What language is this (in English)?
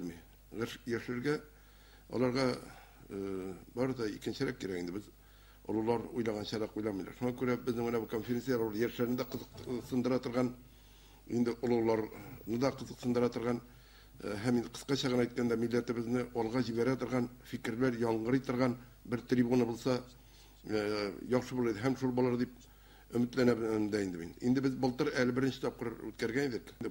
Tatar